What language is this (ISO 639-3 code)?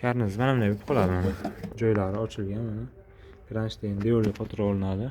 uzb